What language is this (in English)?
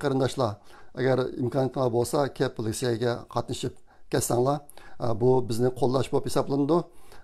Uyghur